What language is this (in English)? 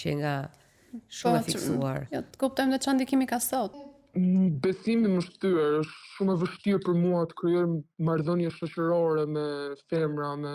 Albanian